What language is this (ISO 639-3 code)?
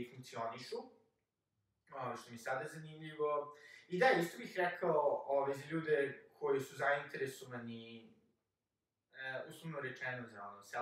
srp